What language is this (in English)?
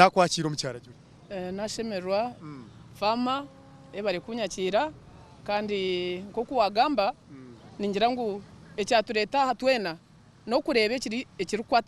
Nyankole